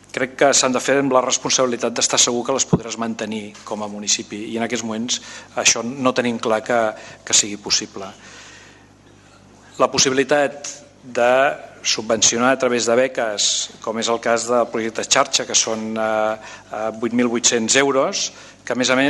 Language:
Catalan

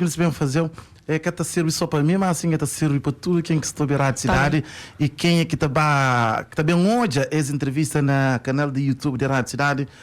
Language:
Kabuverdianu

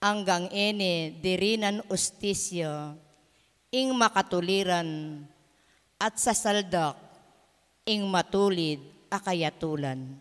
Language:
Pampanga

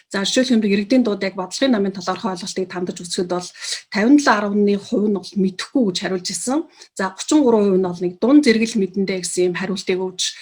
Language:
Mongolian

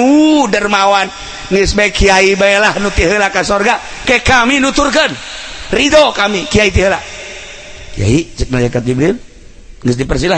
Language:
Sundanese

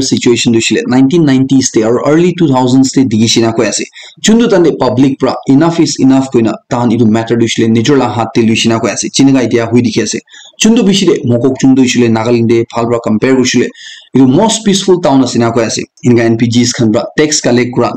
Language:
Naga Pidgin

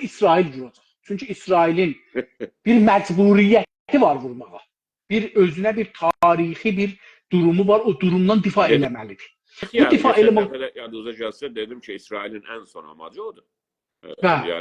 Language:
South Azerbaijani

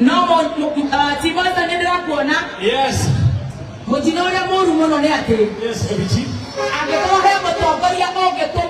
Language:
Kikuyu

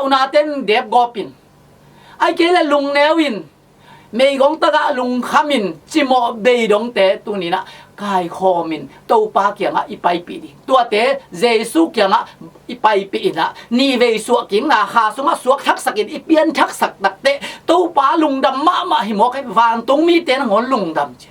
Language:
Tedim Chin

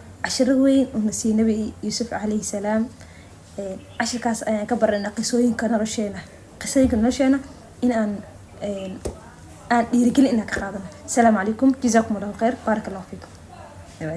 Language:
Somali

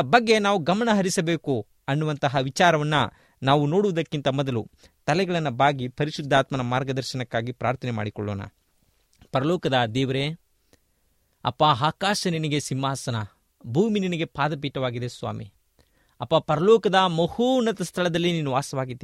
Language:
Kannada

